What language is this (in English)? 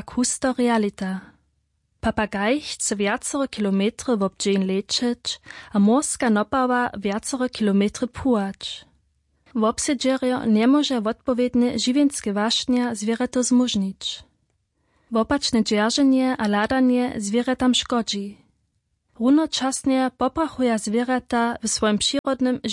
Upper Sorbian